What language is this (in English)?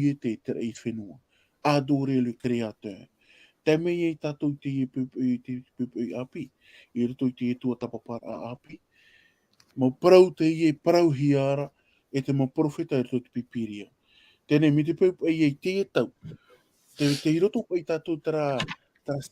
Tahitian